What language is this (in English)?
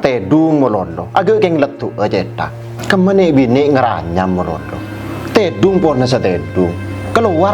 Madurese